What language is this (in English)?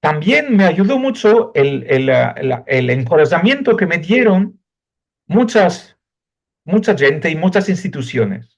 Ladino